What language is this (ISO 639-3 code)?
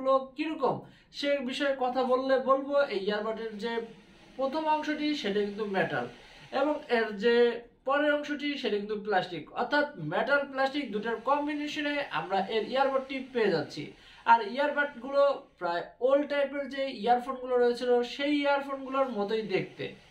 ben